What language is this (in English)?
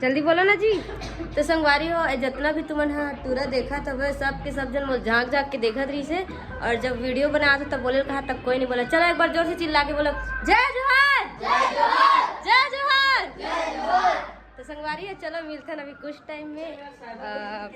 Chhattisgarhi